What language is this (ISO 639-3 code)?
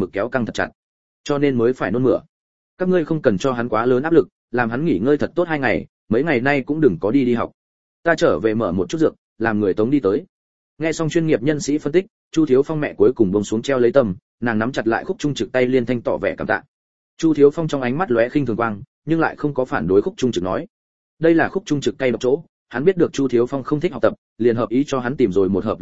vie